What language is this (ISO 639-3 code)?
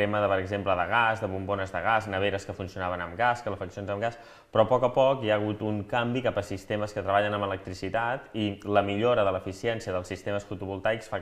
cat